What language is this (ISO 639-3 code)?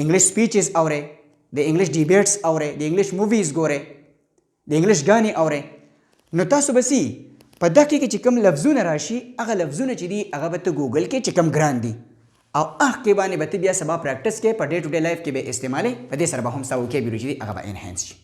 pus